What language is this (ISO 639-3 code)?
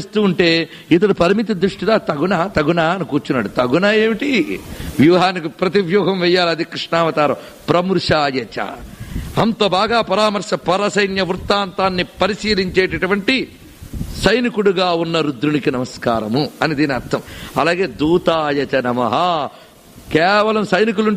tel